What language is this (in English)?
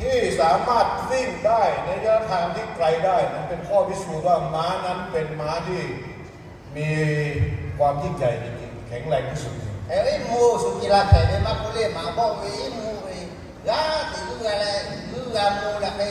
Lahu